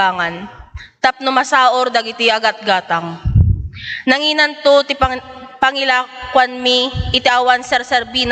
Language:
Iloko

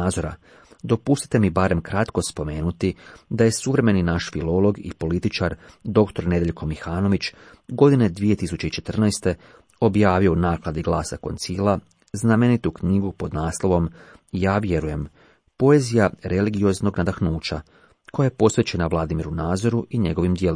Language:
Croatian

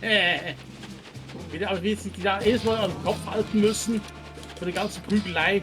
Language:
Swiss German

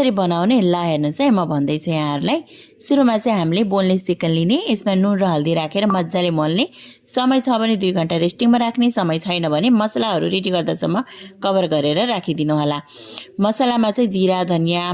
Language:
Nepali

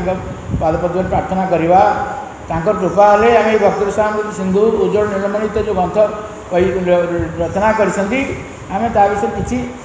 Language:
Odia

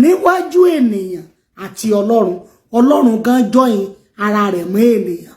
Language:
Yoruba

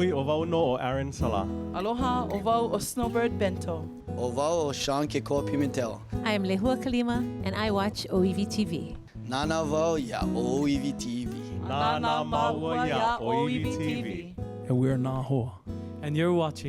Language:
Hawaiian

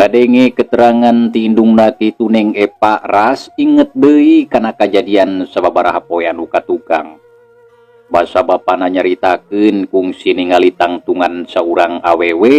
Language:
Sundanese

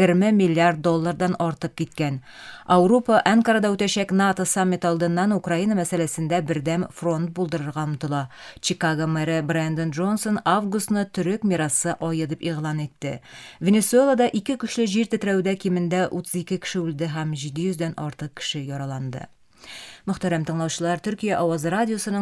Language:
Tatar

